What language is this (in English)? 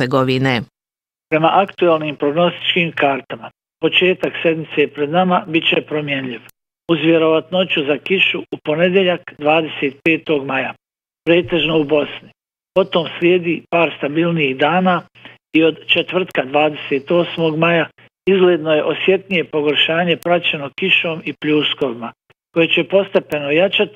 Bosnian